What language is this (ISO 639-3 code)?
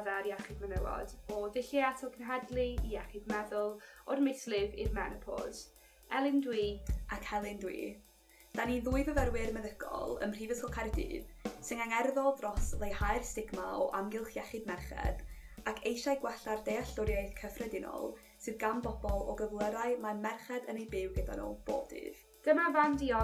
cym